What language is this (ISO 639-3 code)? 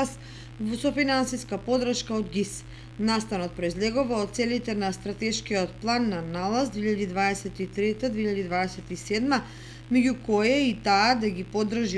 mkd